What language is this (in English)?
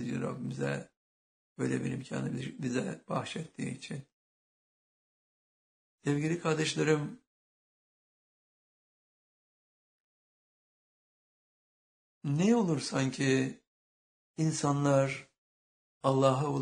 Turkish